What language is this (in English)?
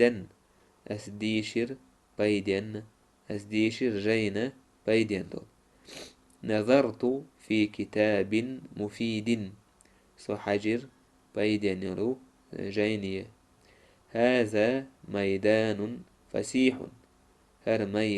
Chechen